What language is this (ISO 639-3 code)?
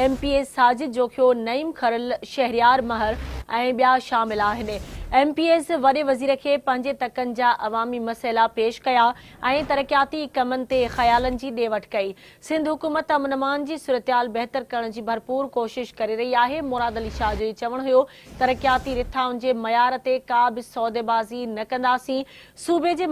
snd